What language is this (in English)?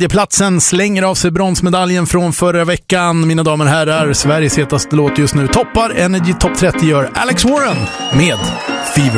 Swedish